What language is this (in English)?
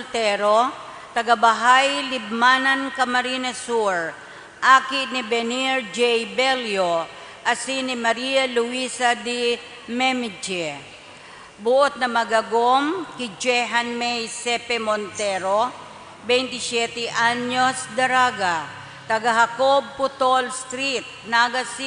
Bikol